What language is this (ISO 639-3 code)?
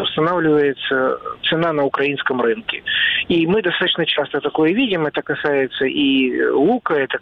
rus